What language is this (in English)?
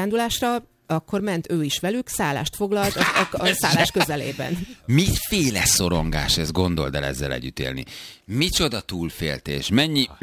Hungarian